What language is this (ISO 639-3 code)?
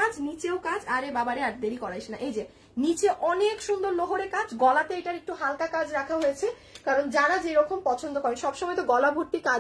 ben